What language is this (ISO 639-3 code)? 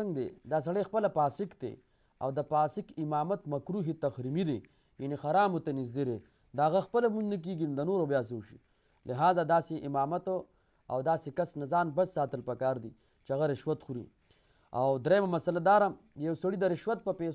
pus